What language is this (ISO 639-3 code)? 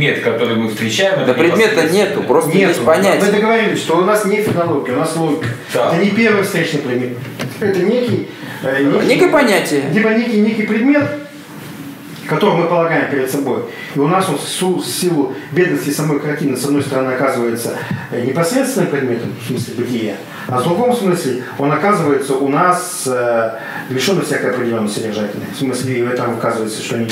rus